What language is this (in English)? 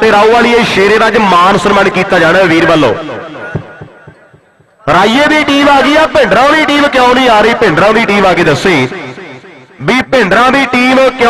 Punjabi